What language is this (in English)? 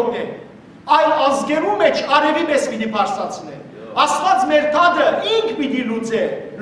Western Armenian